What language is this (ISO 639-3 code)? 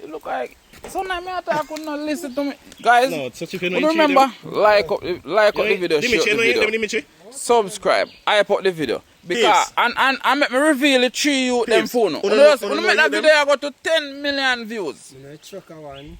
jam